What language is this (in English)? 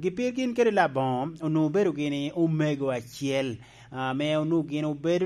Lango (Uganda)